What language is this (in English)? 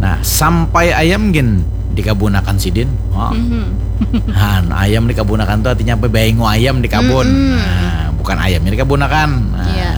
Banjar